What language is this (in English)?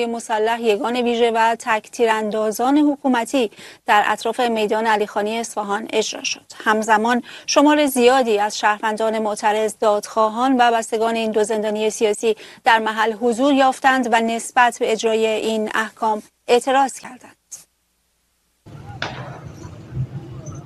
Persian